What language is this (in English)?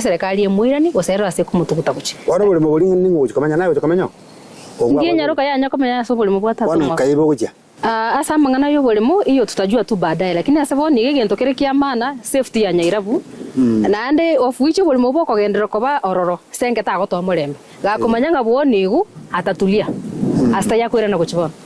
Gusii